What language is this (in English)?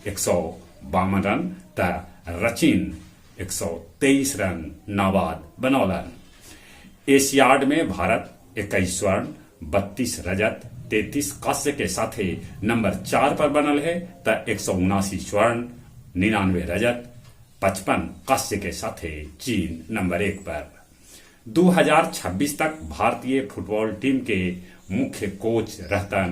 Magahi